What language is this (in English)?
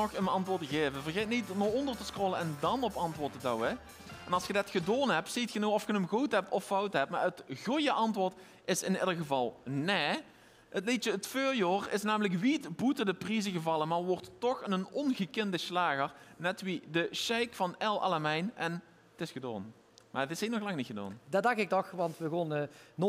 Limburgish